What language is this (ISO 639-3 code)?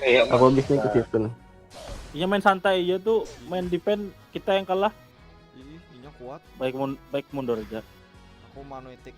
bjn